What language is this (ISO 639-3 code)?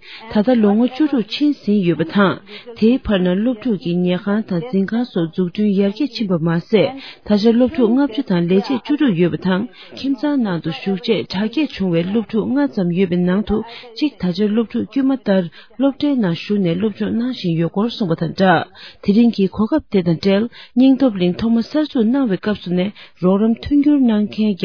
bod